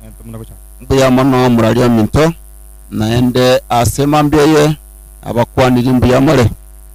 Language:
Gusii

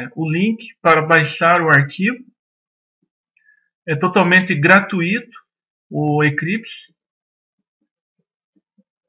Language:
Portuguese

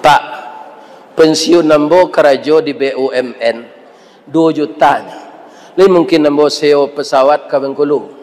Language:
Minangkabau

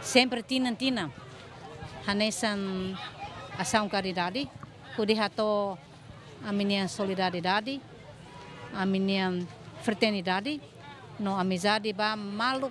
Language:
Tetum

